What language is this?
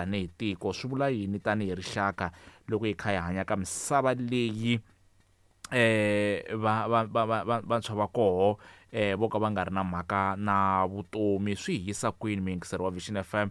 Tsonga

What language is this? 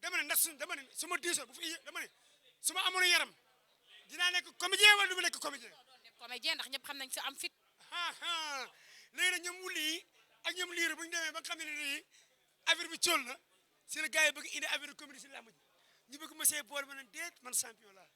Wolof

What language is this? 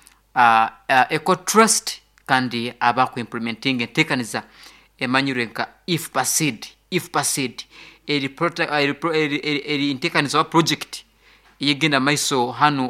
Nyoro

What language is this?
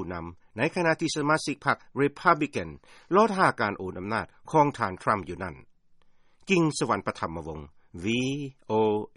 Lao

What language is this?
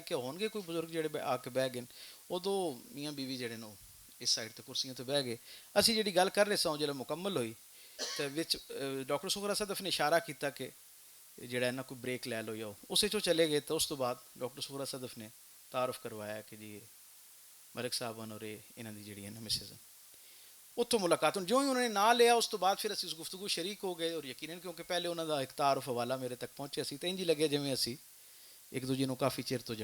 Western Panjabi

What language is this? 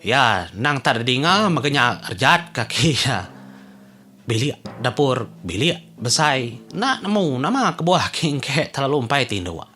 Iban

